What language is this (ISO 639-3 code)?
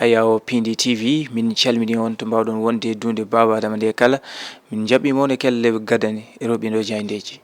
ful